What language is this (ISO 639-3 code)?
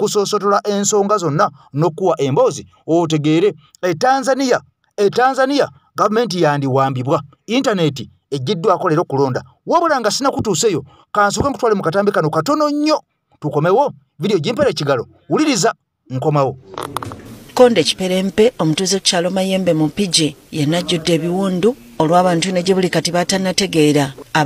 lug